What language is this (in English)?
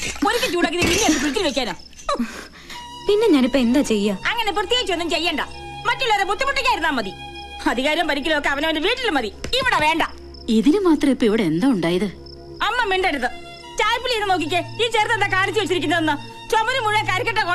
Malayalam